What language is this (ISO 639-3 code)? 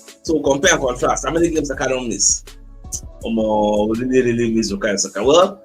pcm